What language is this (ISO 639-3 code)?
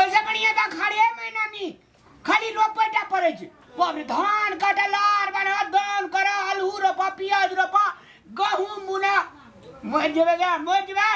mai